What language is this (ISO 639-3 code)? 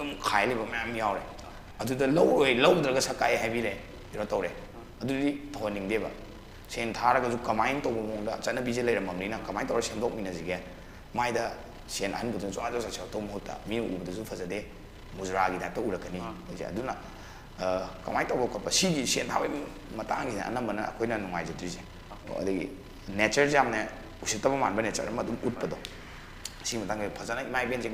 mni